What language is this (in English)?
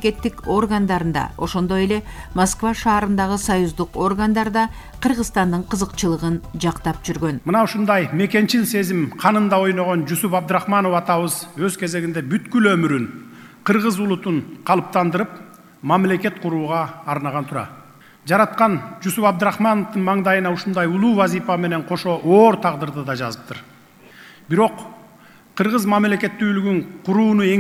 Kyrgyz